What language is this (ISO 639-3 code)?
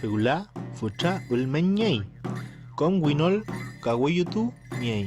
arn